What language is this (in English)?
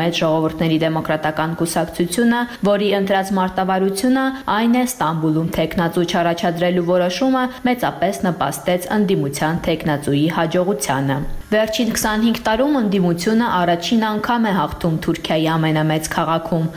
Armenian